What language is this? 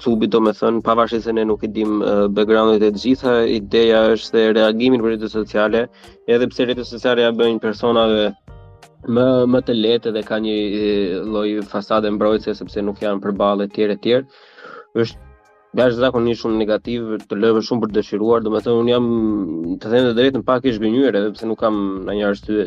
Albanian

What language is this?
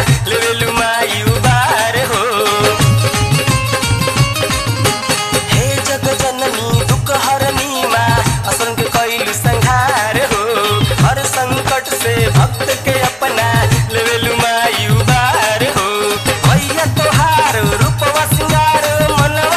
Bhojpuri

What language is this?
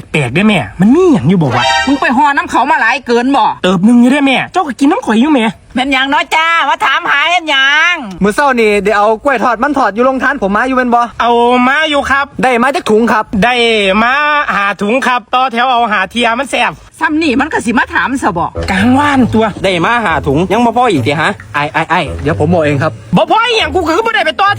Northeastern Thai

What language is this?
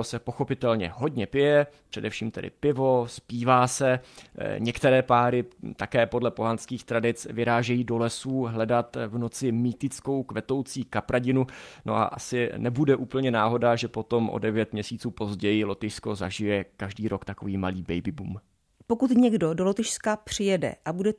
Czech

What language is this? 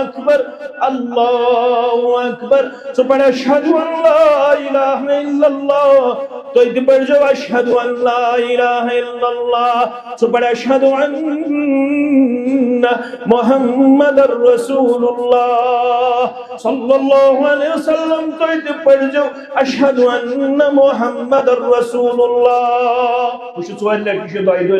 Kashmiri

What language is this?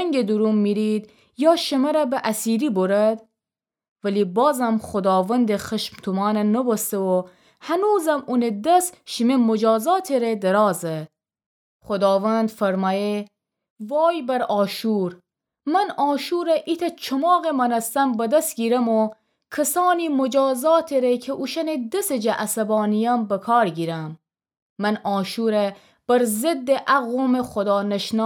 Gilaki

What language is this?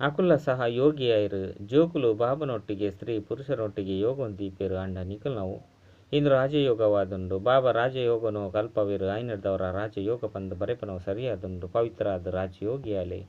Tulu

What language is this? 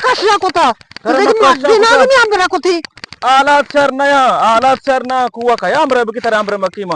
Eastern Balochi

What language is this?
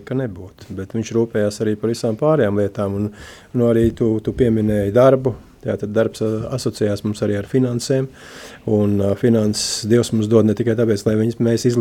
Latvian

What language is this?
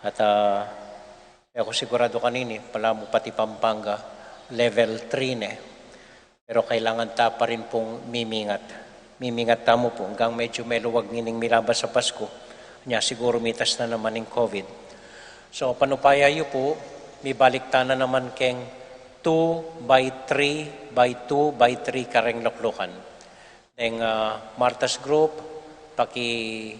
Pampanga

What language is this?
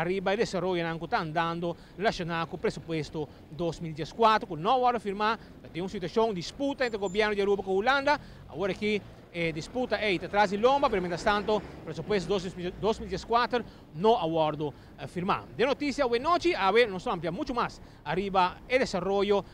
Papiamento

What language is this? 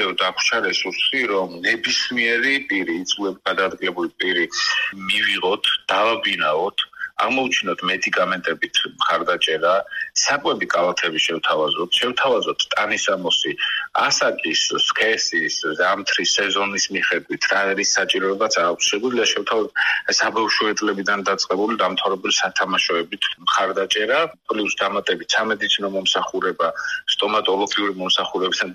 Georgian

